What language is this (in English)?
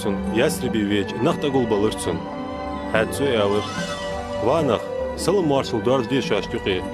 Ingush